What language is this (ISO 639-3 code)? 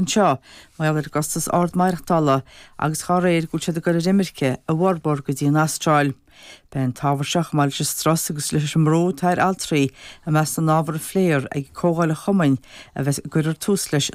gle